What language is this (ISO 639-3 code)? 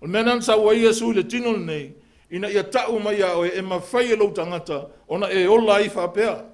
smo